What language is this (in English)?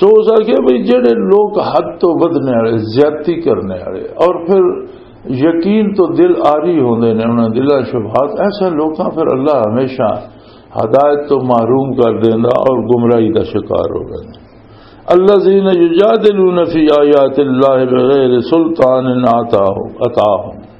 Western Panjabi